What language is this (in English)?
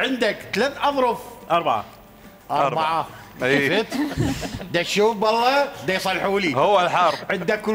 Mesopotamian Arabic